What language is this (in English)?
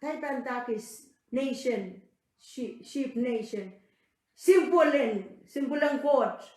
Pohnpeian